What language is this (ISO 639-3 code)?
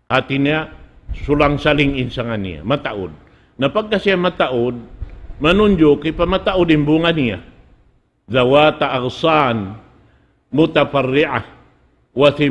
tsg